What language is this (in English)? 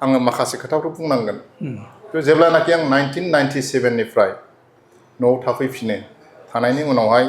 Bodo